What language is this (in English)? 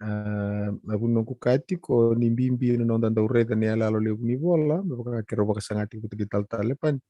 Fijian